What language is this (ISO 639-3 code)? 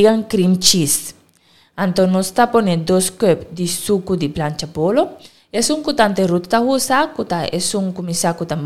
pap